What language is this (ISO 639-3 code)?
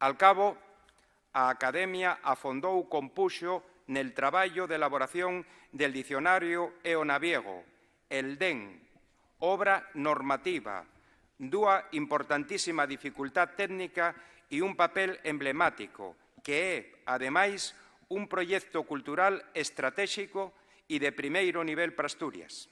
ast